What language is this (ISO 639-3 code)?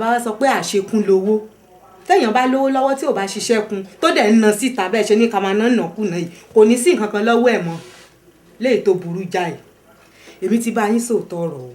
yor